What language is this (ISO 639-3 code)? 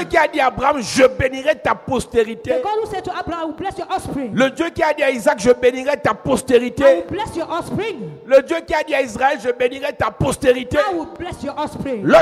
fra